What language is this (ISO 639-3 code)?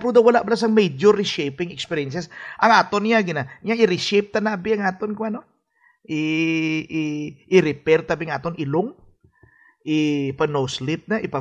hil